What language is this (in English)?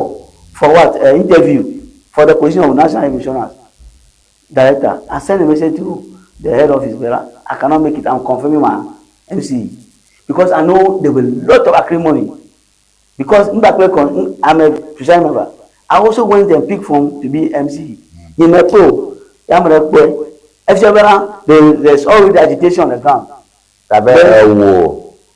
Ewe